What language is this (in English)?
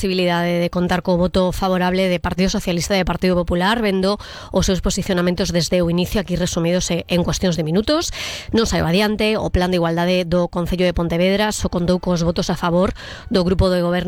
Galician